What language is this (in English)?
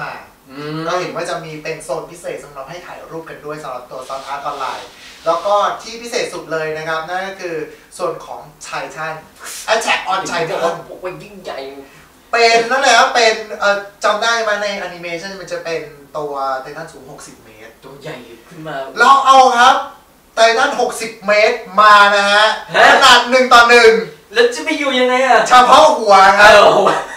Thai